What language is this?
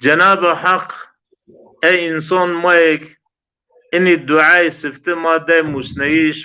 Zaza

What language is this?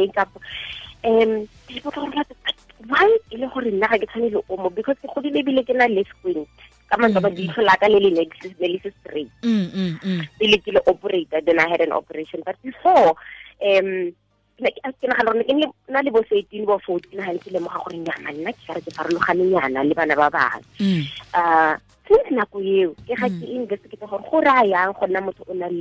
Tswana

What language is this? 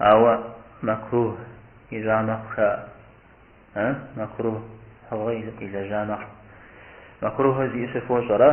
Kabardian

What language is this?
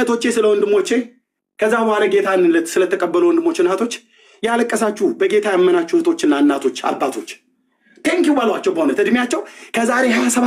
Amharic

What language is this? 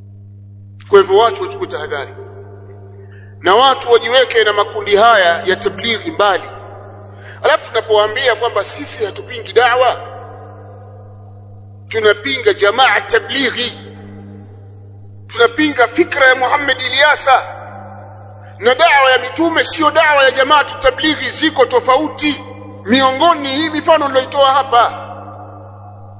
Swahili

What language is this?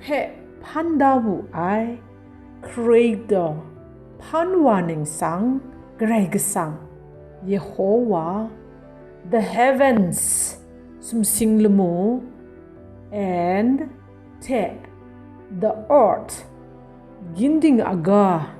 Kachin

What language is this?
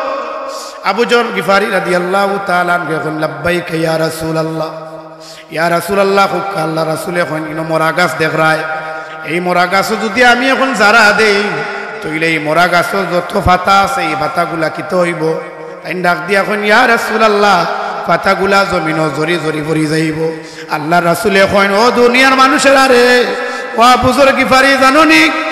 Sylheti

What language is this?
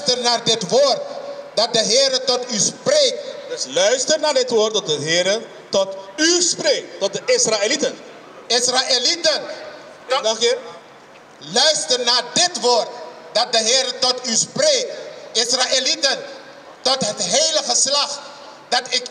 Dutch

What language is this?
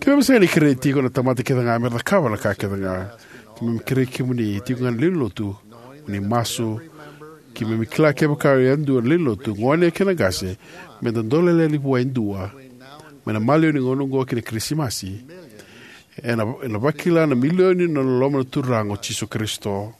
Fijian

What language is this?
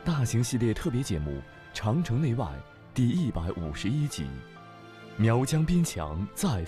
Chinese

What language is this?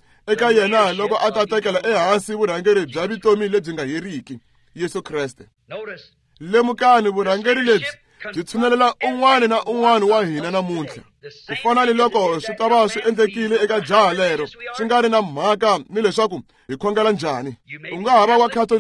Tsonga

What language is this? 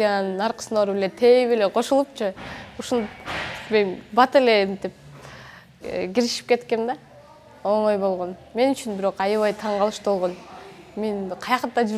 Kyrgyz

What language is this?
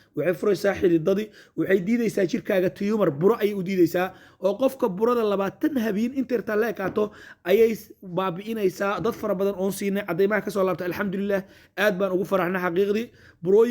Somali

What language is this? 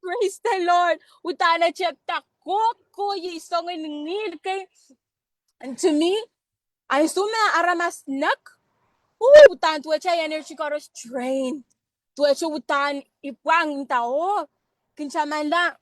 Pohnpeian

